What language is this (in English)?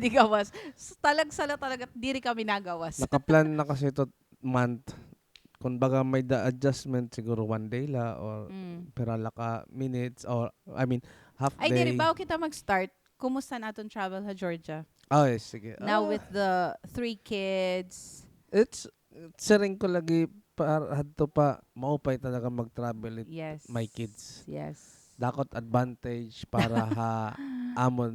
Waray